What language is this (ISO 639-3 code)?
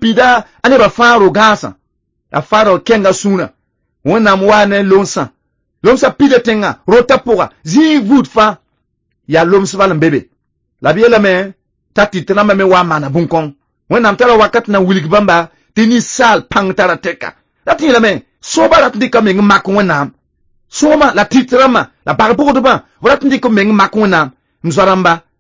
mos